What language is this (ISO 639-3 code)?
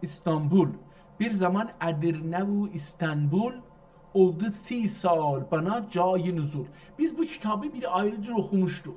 azb